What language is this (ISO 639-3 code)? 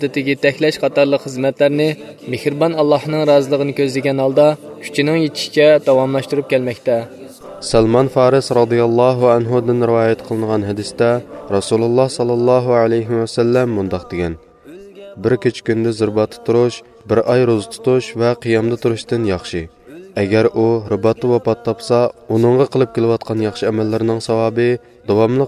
uig